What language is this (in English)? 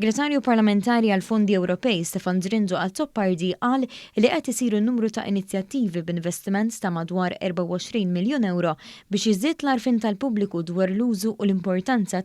Maltese